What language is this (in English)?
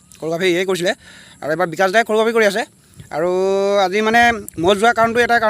Assamese